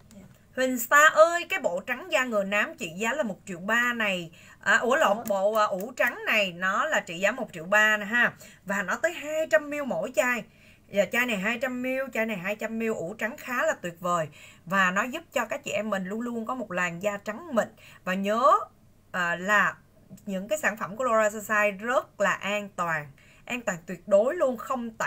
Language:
Vietnamese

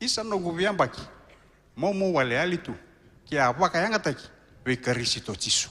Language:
Fijian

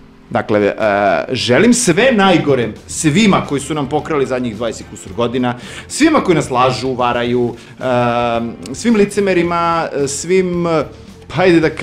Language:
Serbian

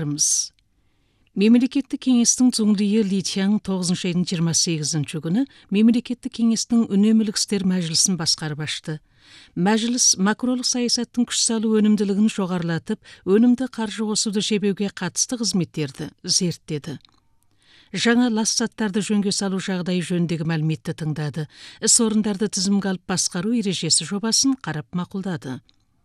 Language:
Kazakh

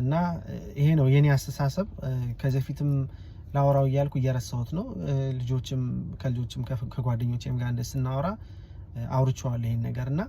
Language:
Amharic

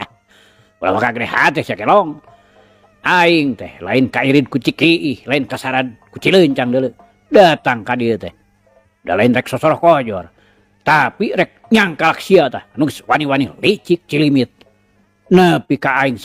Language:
Sundanese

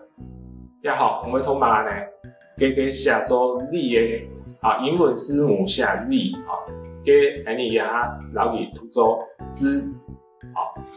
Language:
Hakka Chinese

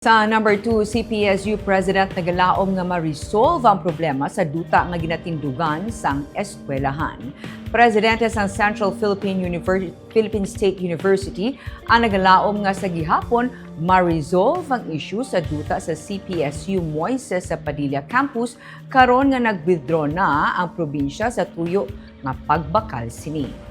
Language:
Hiligaynon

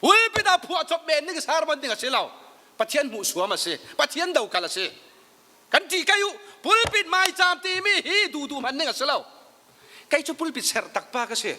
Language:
Falam Chin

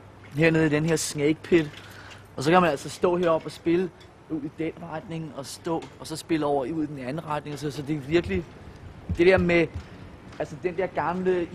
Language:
Danish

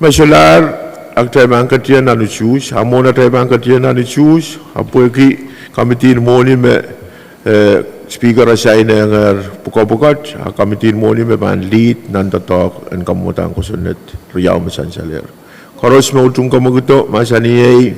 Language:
Pohnpeian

